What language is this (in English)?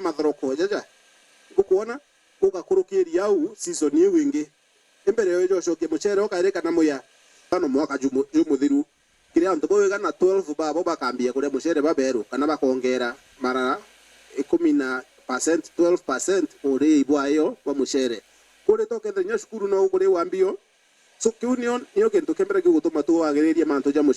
Meru